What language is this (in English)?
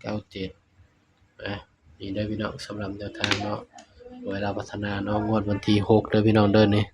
Northeastern Thai